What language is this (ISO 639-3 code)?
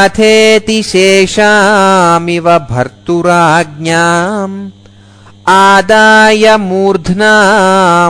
san